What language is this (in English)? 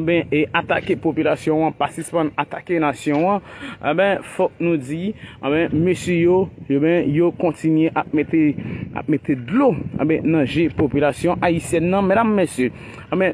Haitian Creole